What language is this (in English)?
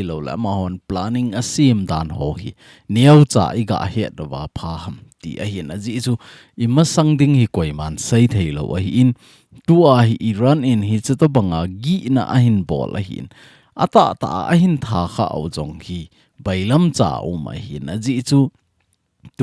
Thado Chin